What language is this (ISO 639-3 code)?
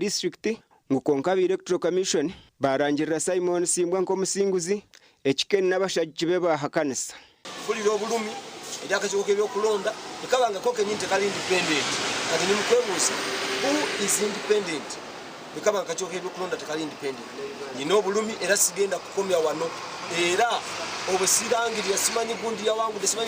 nyn